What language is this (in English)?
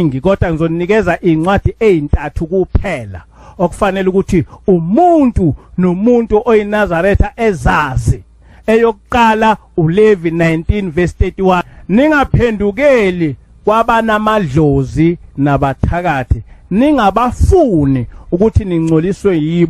Zulu